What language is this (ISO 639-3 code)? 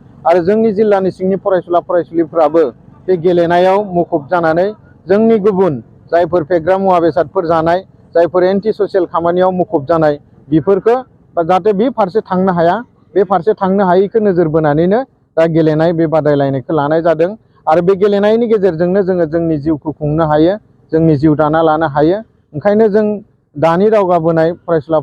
brx